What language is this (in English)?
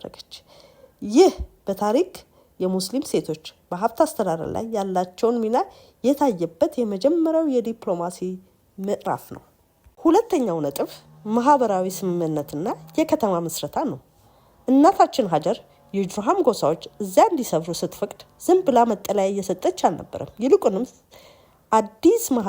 Amharic